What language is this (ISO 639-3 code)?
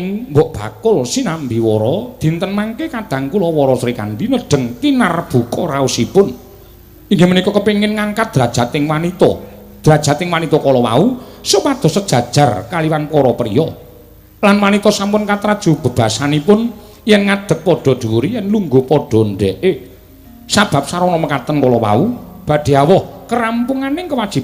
jav